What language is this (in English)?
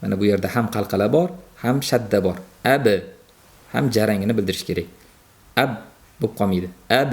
Uzbek